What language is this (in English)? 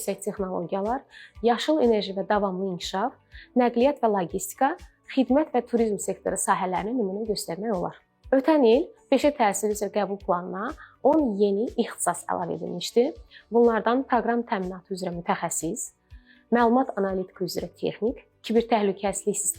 Azerbaijani